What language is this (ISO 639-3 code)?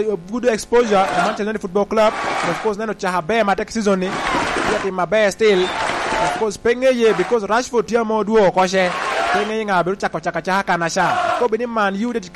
laj